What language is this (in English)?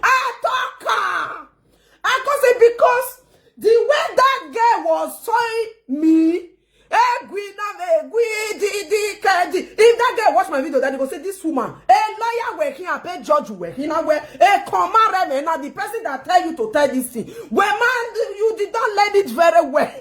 Nigerian Pidgin